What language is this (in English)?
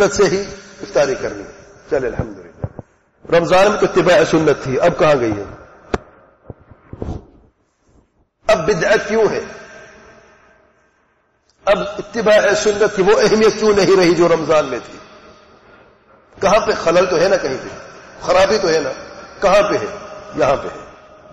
Urdu